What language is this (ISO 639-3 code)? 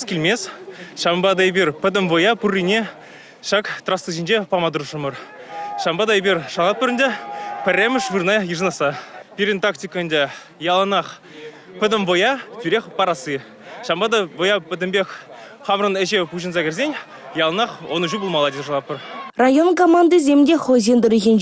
chv